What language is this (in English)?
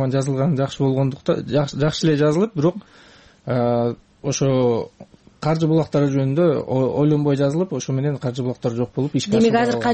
Kyrgyz